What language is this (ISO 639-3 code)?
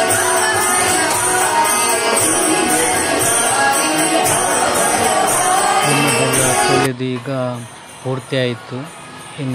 kan